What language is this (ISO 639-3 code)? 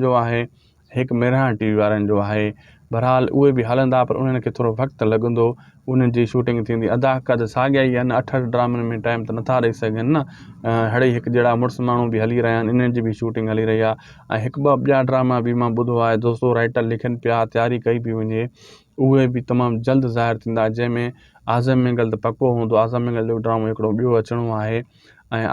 snd